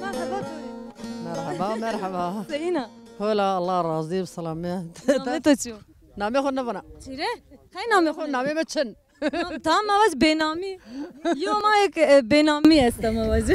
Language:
Zaza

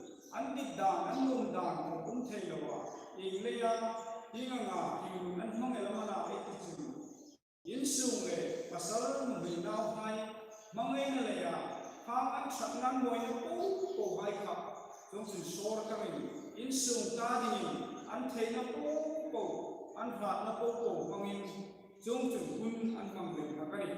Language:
Hmar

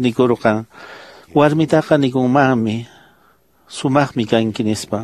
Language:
Quechua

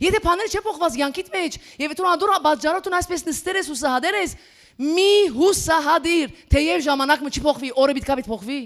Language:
Western Armenian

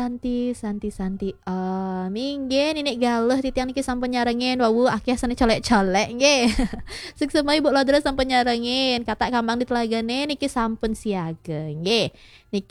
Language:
Balinese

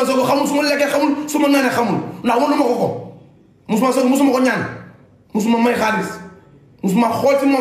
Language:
Wolof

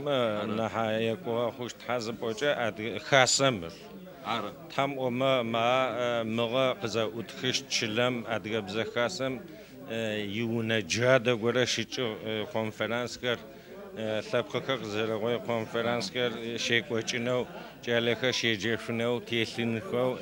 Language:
Adyghe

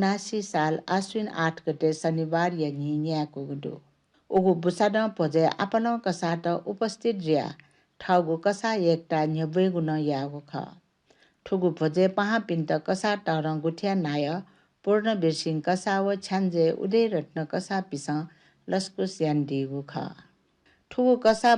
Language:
Newari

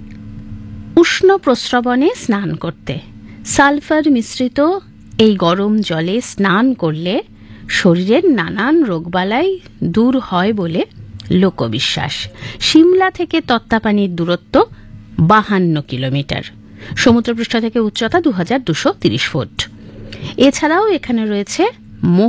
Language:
Bangla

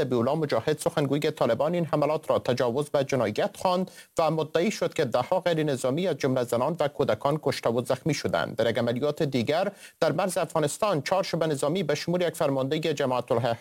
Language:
Persian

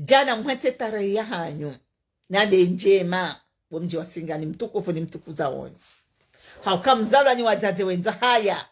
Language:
Ngazidja Comorian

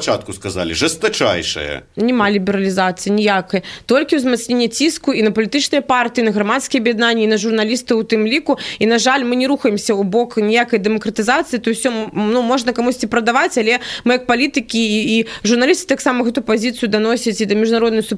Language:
Belarusian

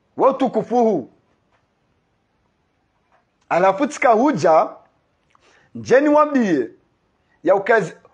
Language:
Swahili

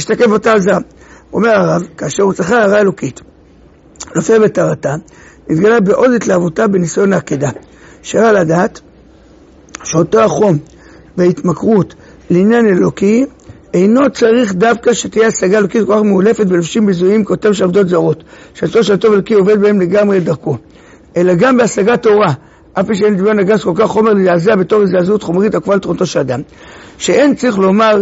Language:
Hebrew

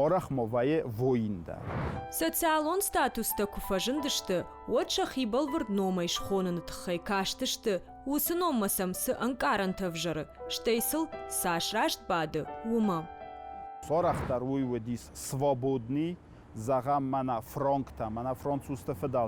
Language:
Ossetic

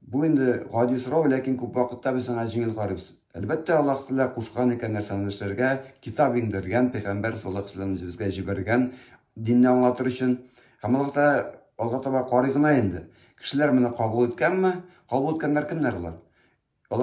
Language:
Tatar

